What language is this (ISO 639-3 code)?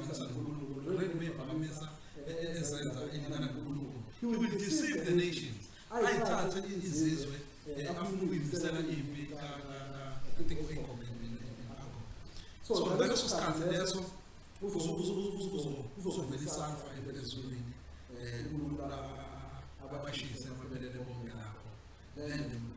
zul